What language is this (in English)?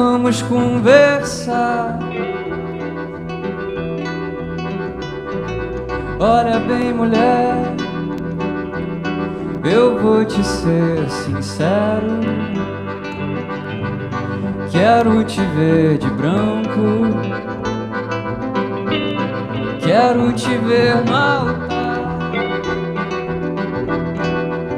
Portuguese